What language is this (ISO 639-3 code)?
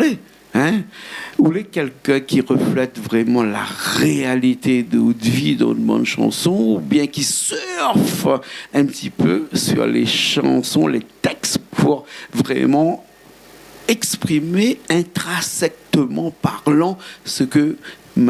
rcf